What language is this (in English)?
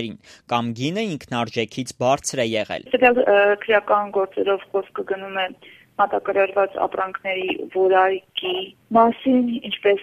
Armenian